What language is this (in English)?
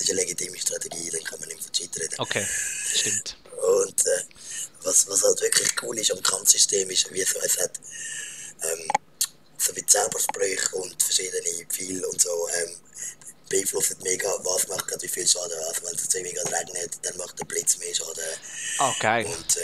Swiss German